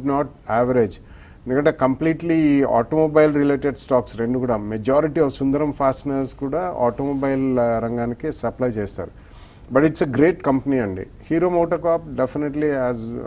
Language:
Telugu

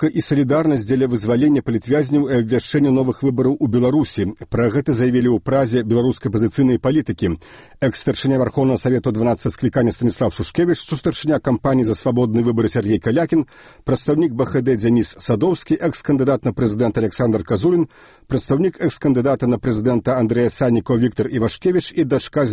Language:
Belarusian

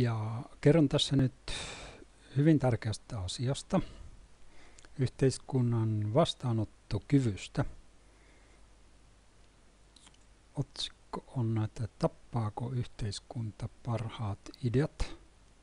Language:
Finnish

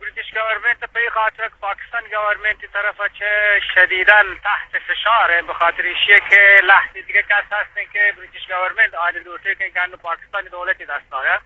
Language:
Eastern Balochi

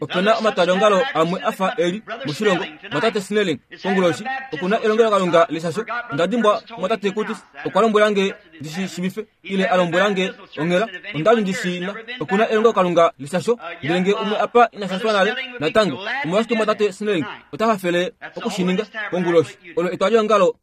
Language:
Kuanyama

